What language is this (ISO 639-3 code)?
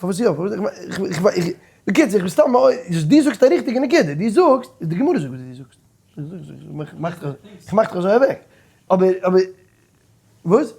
yid